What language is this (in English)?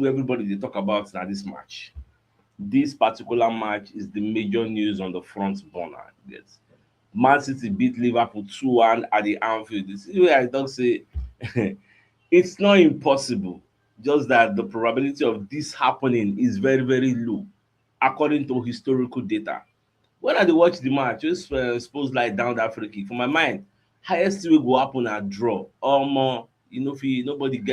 Nigerian Pidgin